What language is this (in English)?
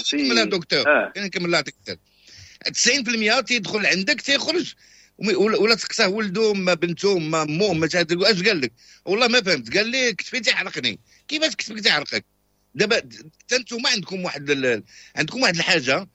Moroccan Arabic